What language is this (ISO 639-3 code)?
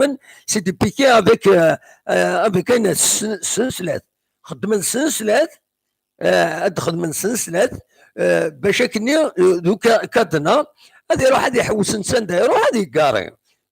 kab